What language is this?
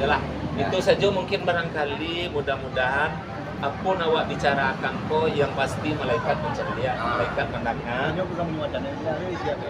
Minangkabau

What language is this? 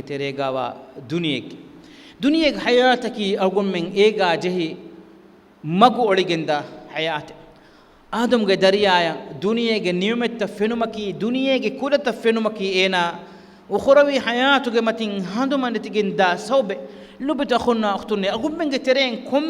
Divehi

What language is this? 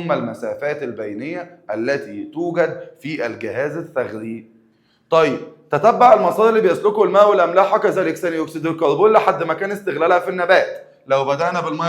Egyptian Arabic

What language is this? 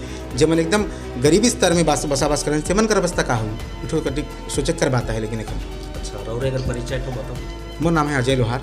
Sadri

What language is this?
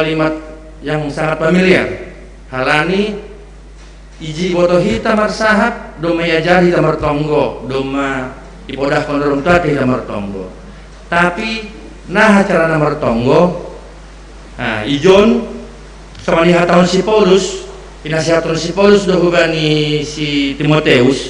Batak Simalungun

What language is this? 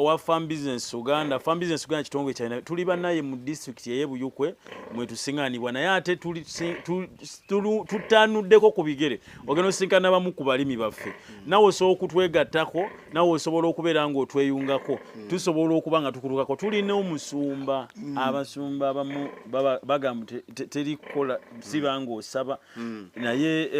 Ganda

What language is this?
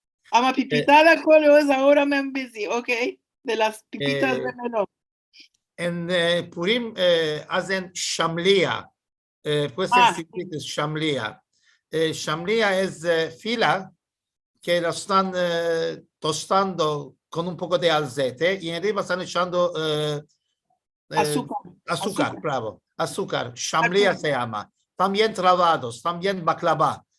Ladino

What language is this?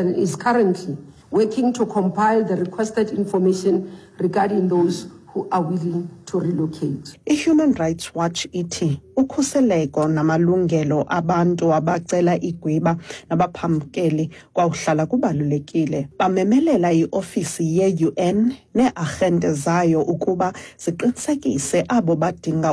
Xhosa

